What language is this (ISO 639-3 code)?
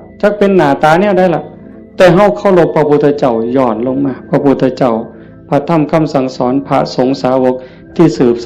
tts